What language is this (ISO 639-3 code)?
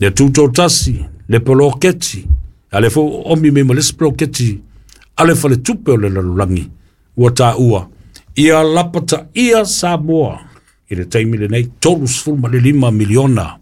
smo